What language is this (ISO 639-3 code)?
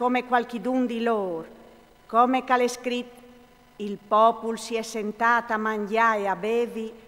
fur